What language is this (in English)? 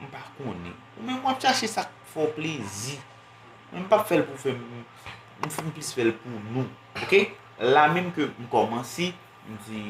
Haitian Creole